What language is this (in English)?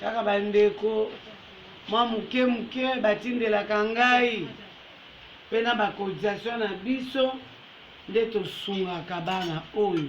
Lingala